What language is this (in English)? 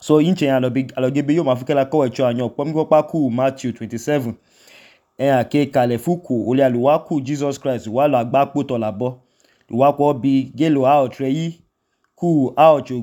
Idoma